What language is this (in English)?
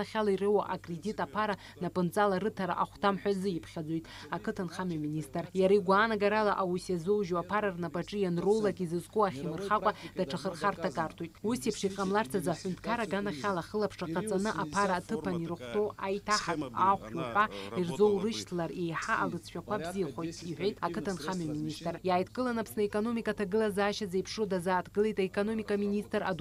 Abkhazian